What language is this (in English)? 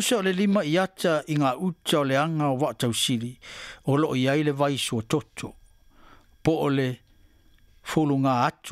Samoan